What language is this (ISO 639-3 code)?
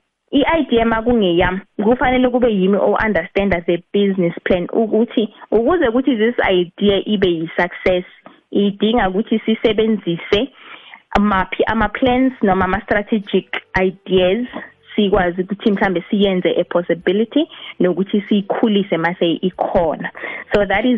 nbl